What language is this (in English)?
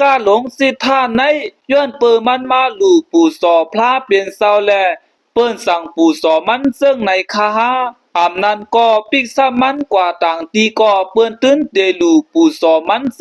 Shan